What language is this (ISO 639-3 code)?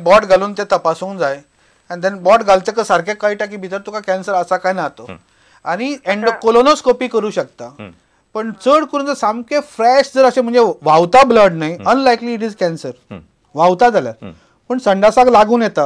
kok